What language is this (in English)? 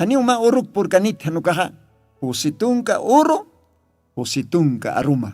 Aymara